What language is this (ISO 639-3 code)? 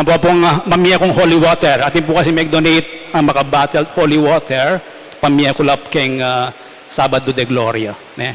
pam